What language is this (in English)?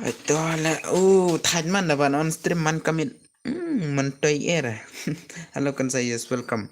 Khasi